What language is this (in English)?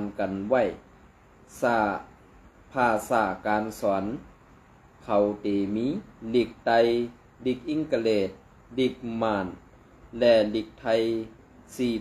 Shan